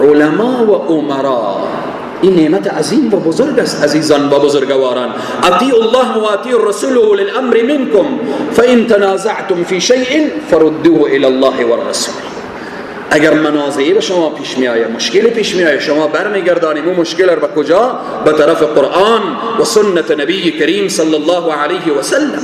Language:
Persian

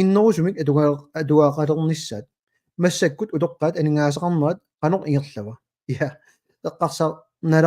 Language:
Kalaallisut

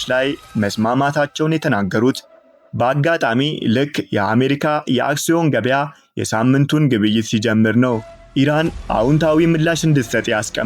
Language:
Amharic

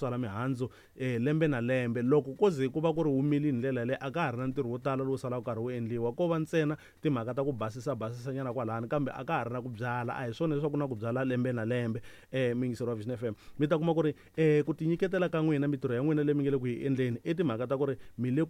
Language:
Tsonga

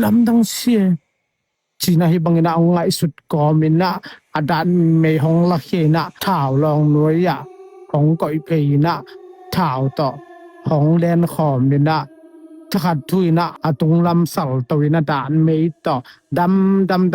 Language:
Tedim Chin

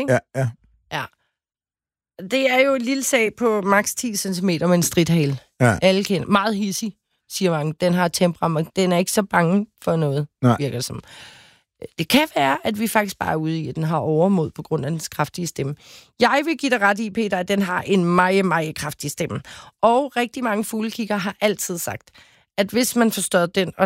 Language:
Danish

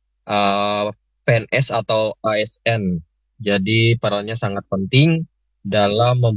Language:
Indonesian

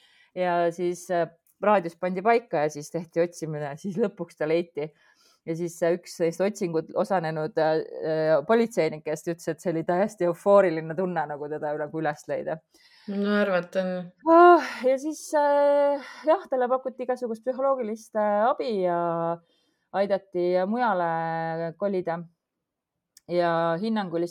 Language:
Estonian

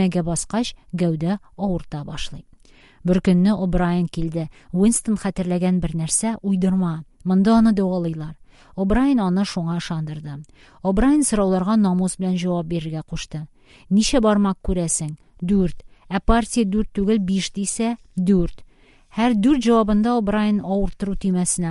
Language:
Tatar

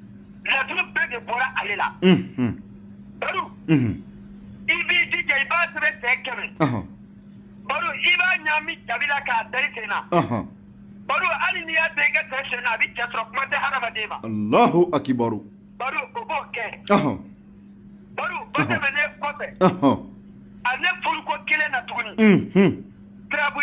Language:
Bambara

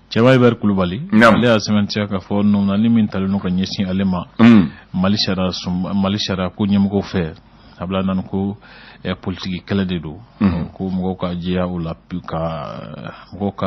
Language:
Bambara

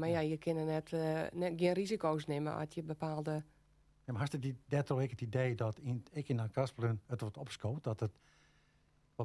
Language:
Western Frisian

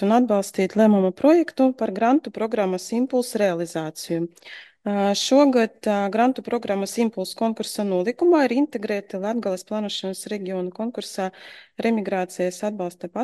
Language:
Latvian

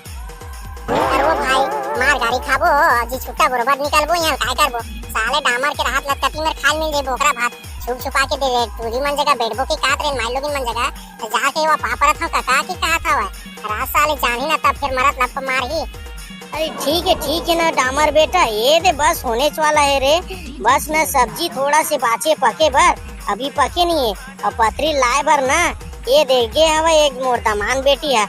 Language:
Chhattisgarhi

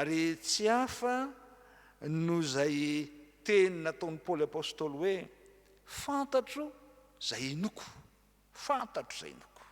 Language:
Malagasy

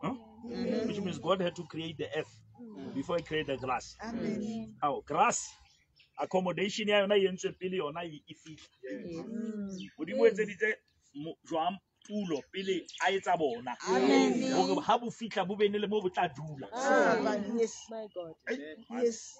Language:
Southern Sotho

